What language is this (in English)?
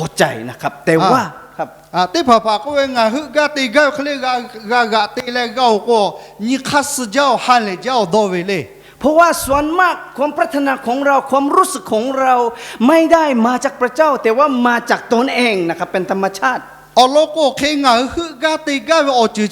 Lahu